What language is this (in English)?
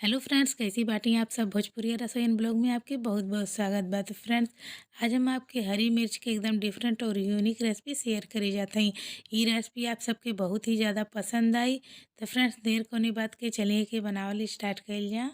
Bhojpuri